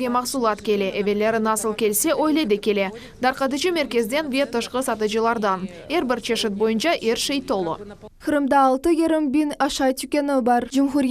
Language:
Crimean Tatar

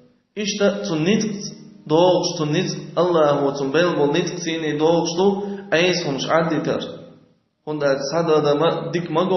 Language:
Chechen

